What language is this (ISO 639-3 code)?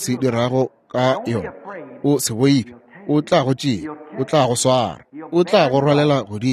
nso